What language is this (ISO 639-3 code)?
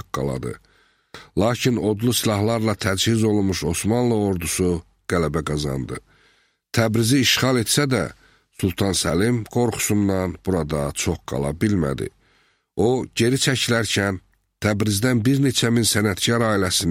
aze